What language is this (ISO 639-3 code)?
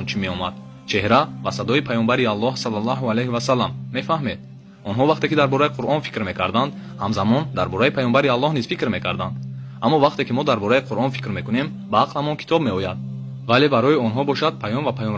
tgk